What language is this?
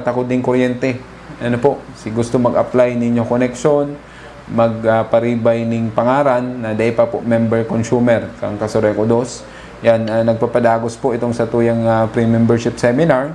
Bikol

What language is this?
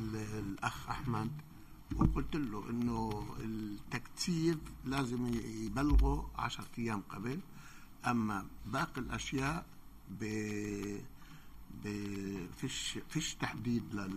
North Levantine Arabic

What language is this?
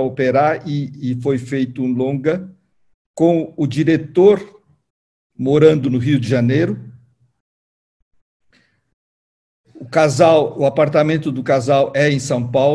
Portuguese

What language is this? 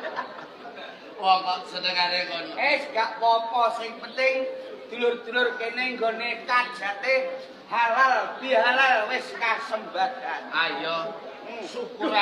Javanese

